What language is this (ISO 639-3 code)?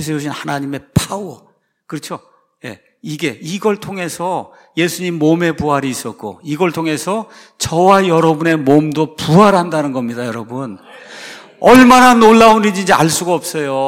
kor